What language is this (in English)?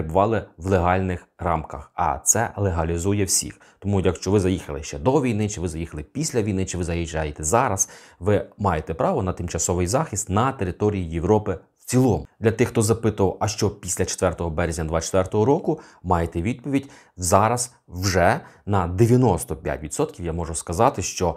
Ukrainian